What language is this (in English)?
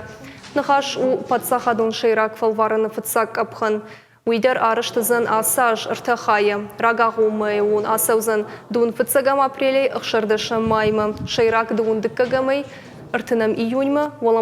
Ossetic